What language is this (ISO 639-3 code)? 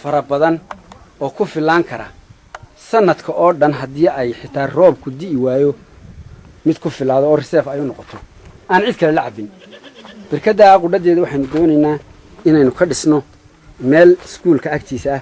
som